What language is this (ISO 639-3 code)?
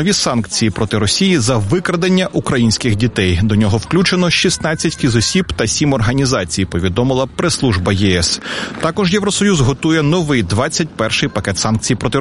ukr